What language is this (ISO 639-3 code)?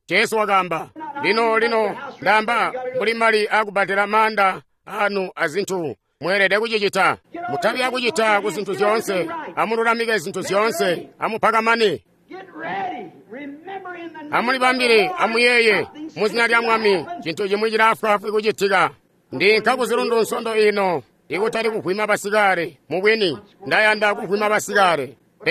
toi